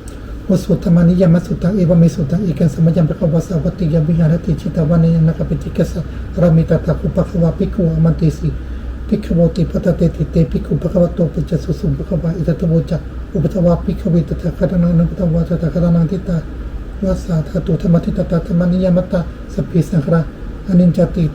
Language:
Pali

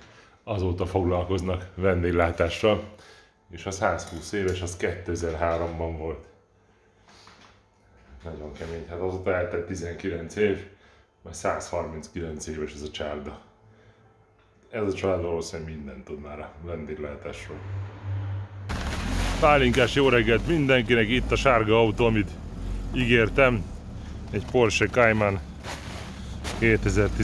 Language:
Hungarian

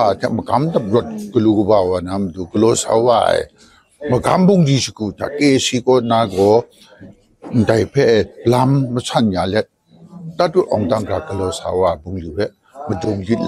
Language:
Kachin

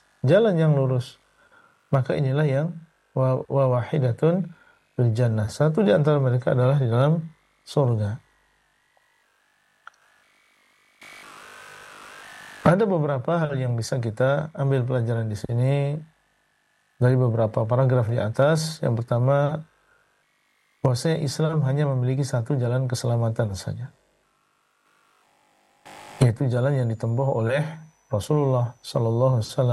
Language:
Indonesian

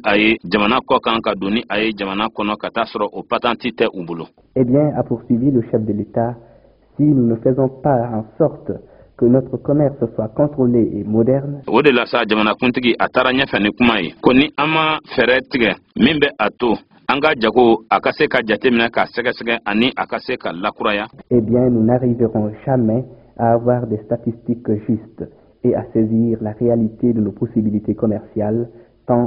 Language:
Bambara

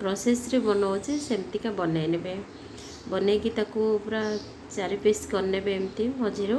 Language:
Odia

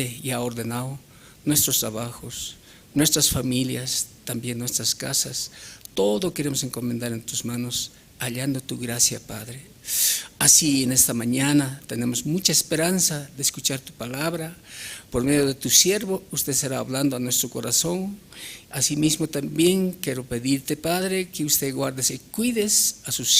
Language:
Aymara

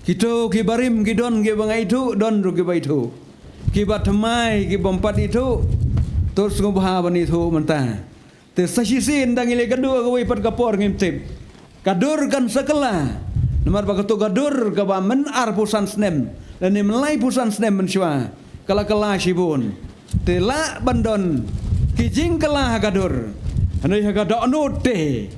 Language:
Khasi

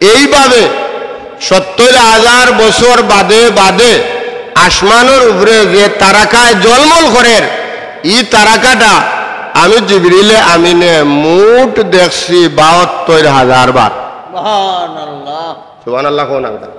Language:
Sylheti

